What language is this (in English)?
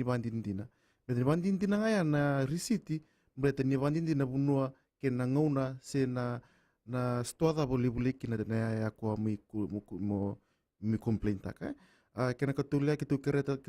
Fijian